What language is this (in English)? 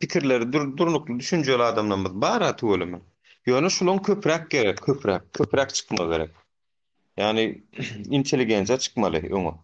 Turkmen